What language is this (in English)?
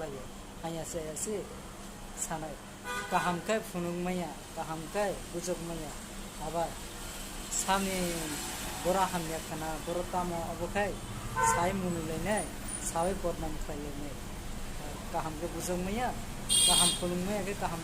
Kok Borok